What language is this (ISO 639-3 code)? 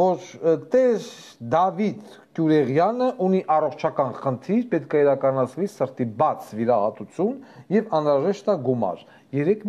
hye